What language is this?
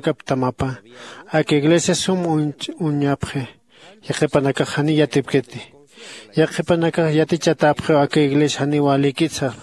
Aymara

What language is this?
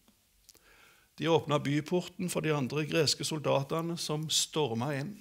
Norwegian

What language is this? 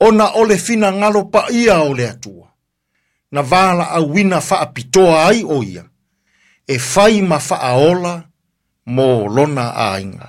Samoan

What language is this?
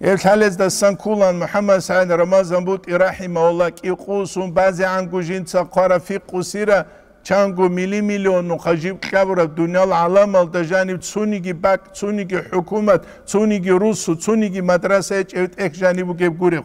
Avaric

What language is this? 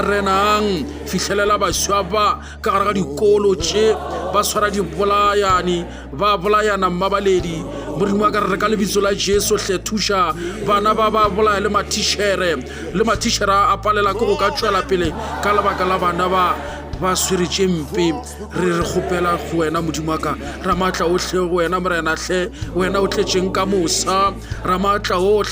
Northern Sotho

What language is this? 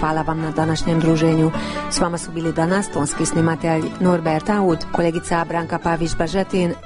Croatian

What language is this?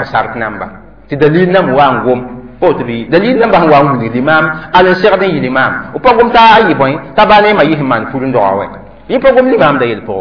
Mossi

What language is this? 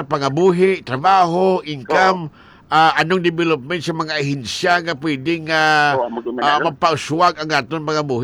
Hiligaynon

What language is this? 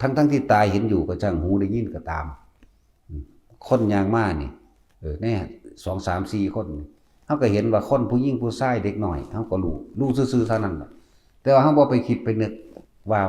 Northeastern Thai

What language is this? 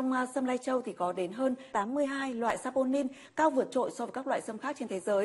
Vietnamese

